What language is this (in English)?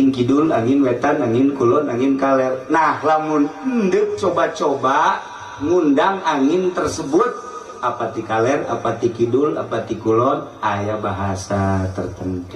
Sundanese